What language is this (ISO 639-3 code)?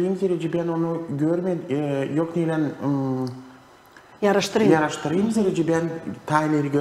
gag